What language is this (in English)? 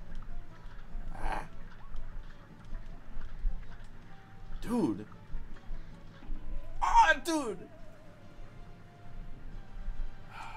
English